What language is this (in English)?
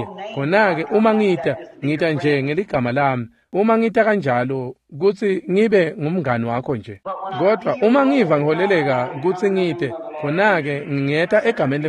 Swati